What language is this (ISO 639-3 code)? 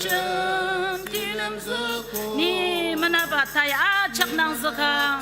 njo